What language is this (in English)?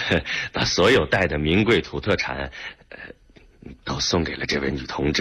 Chinese